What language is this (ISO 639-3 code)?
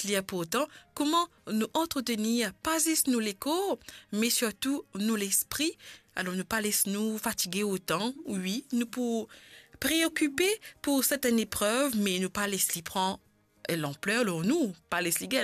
mfe